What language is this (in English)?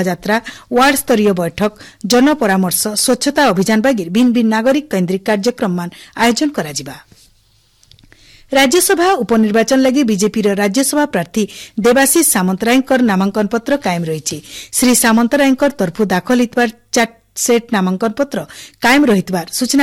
Odia